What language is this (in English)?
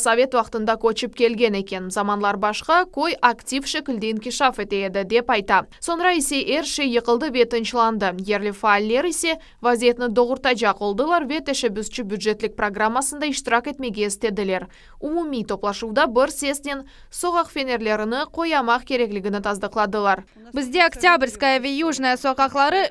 Crimean Tatar